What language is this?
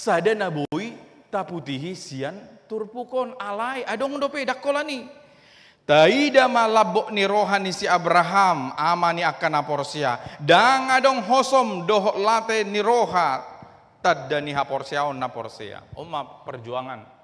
Batak Toba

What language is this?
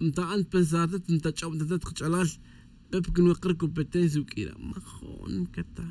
Tz'utujil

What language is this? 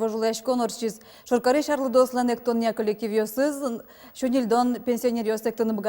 Udmurt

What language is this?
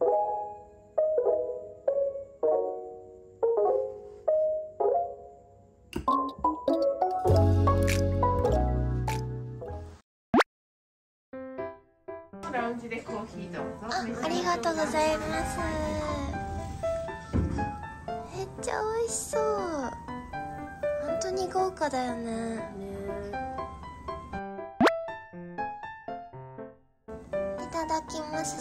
Japanese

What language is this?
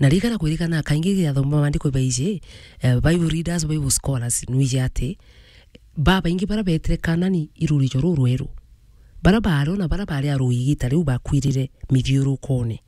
Meru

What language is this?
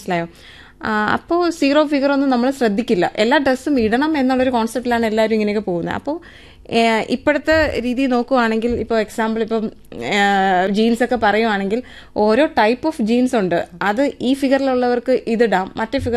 Malayalam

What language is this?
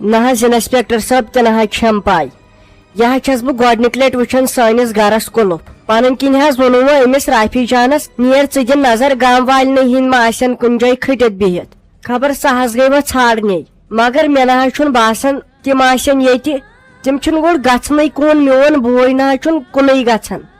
Kashmiri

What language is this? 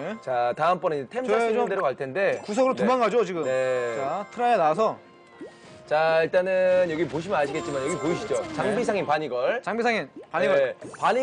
Korean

